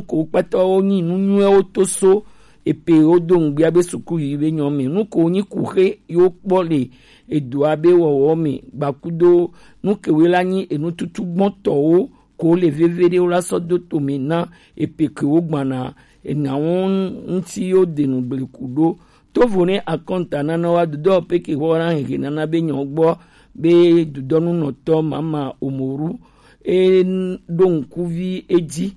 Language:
Gen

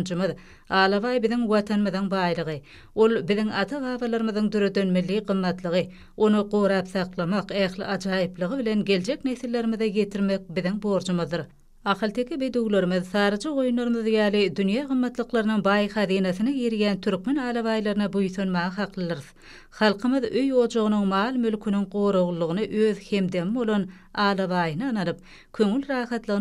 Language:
Turkmen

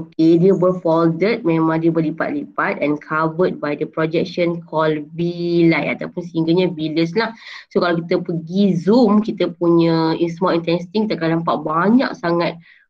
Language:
Malay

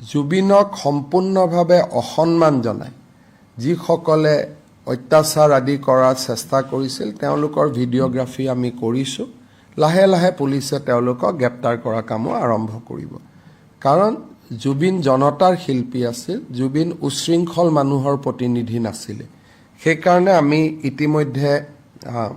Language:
Assamese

